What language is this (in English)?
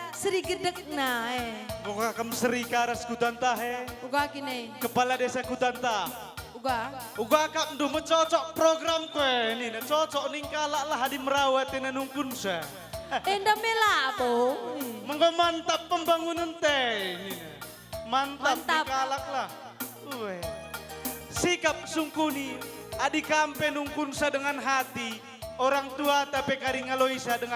Batak Karo